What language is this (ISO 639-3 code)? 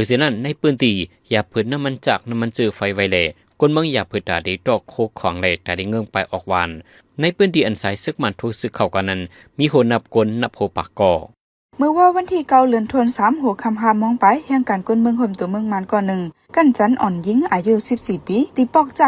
shn